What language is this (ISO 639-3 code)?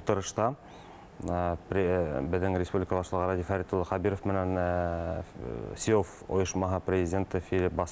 bak